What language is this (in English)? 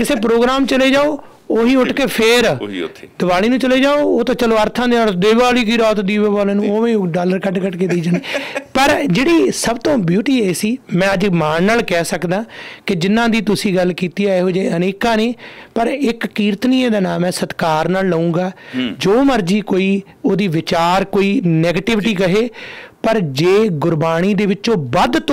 Punjabi